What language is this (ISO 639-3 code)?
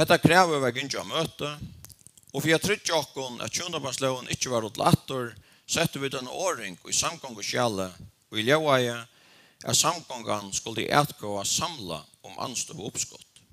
fao